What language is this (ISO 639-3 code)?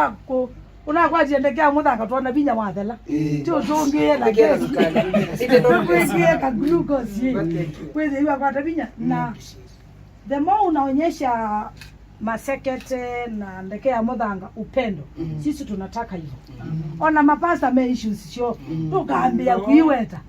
kam